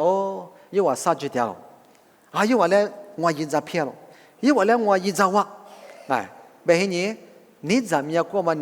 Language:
Lisu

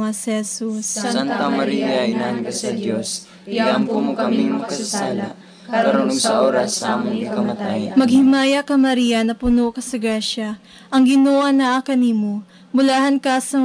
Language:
Cebuano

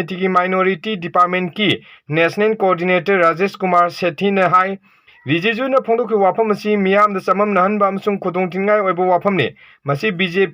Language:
Manipuri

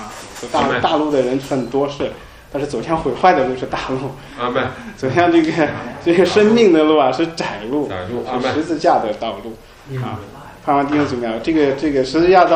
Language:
Chinese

